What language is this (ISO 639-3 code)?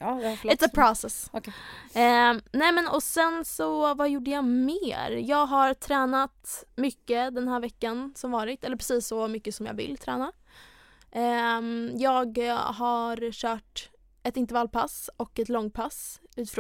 swe